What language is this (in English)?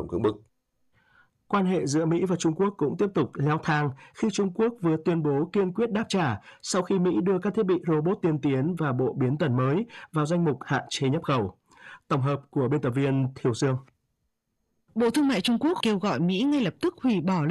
Vietnamese